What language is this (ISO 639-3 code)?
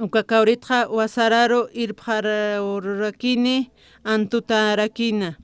aym